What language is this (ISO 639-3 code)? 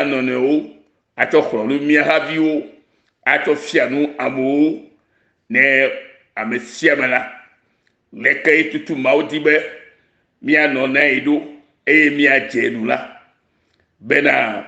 ewe